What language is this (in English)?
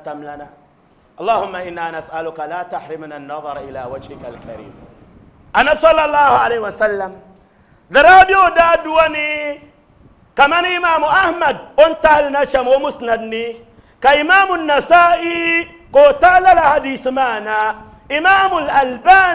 Dagbani